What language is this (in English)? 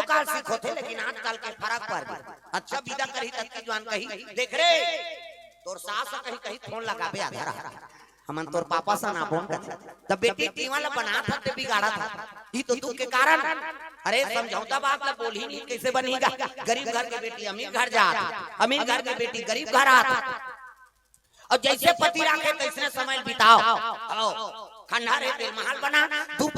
Chhattisgarhi